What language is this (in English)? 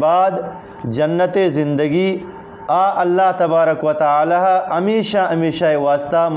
Eastern Balochi